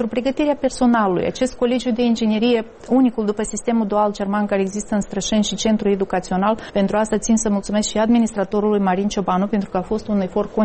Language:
Romanian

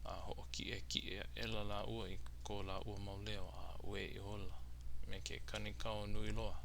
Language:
Hawaiian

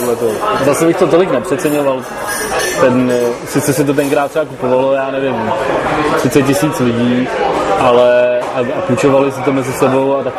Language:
Czech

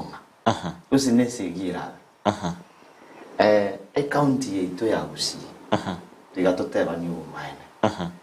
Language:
Gusii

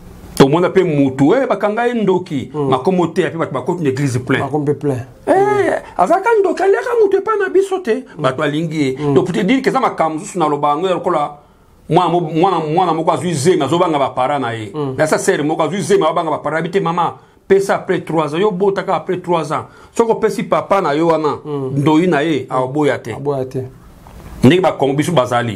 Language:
Lingala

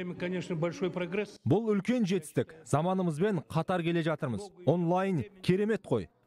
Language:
Kazakh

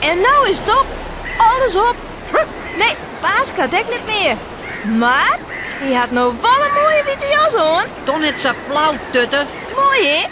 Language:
Western Frisian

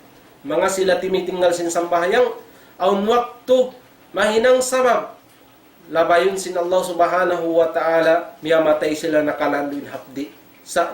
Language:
Tausug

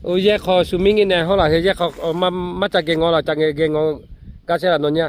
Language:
Lahu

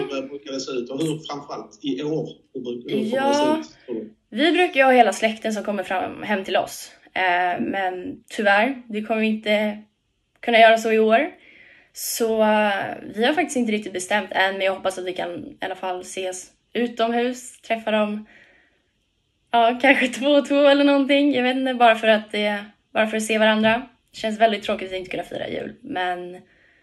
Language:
Swedish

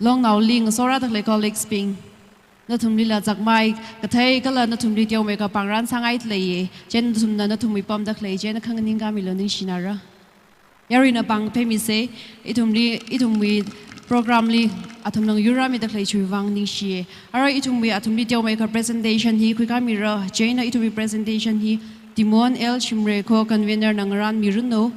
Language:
Tangkhul Naga (India)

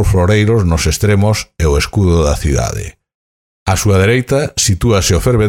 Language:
Galician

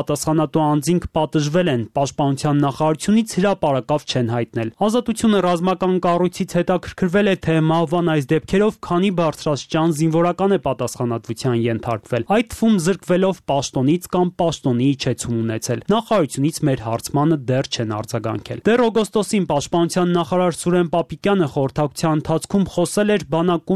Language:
Armenian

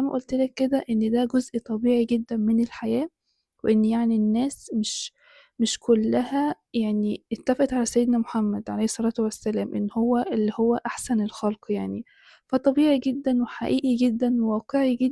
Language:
Egyptian Arabic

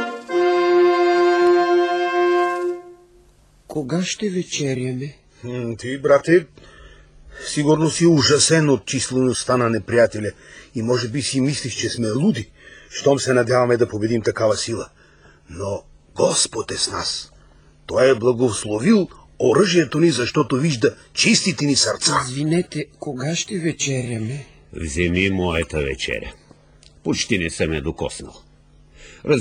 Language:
Bulgarian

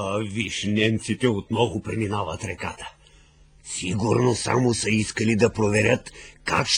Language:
Bulgarian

